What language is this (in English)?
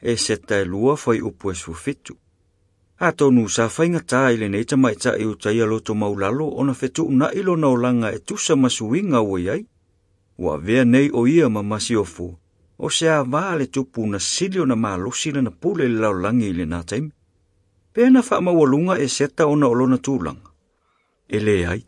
Samoan